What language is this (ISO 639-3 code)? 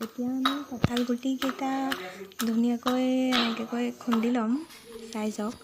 asm